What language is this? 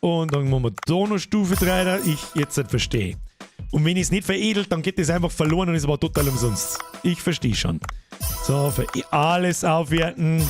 Bavarian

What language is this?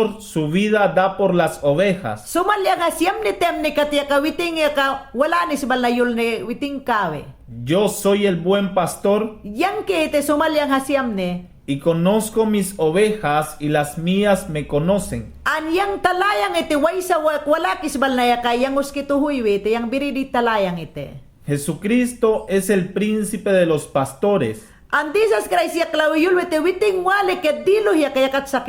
Mayangna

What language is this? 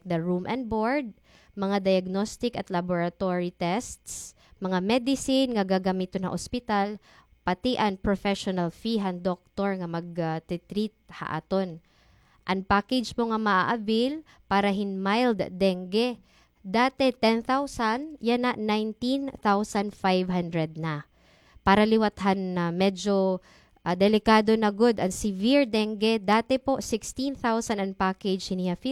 Waray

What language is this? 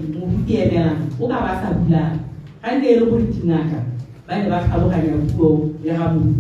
Tswana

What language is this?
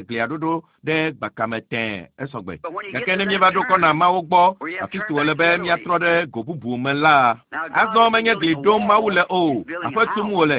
Ewe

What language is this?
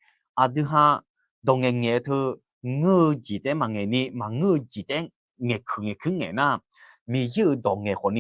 Akha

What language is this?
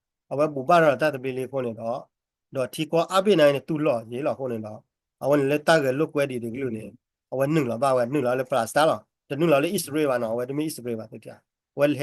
S'gaw Karen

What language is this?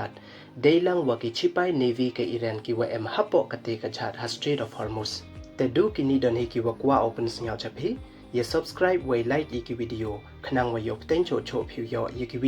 Pnar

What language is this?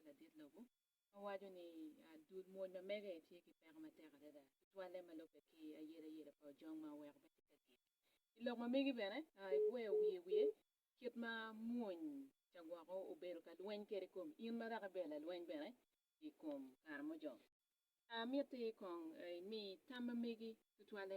Acoli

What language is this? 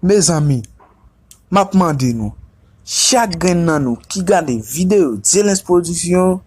Haitian Creole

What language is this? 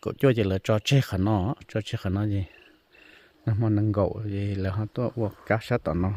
Hmong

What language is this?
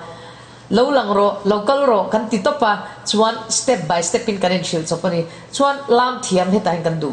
Mizo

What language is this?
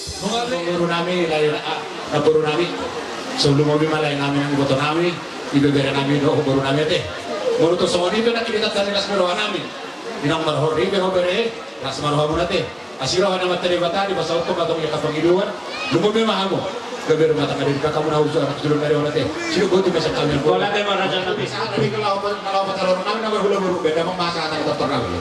Batak Toba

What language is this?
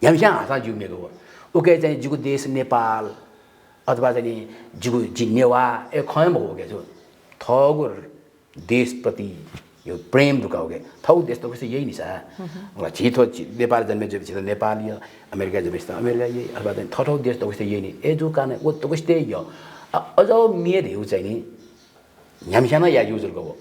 Newari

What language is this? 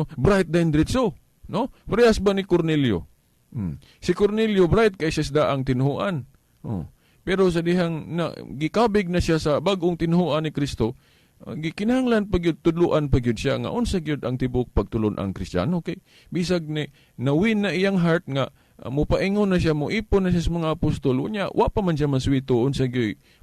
Cebuano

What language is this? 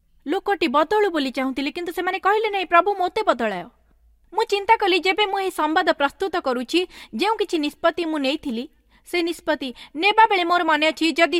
Odia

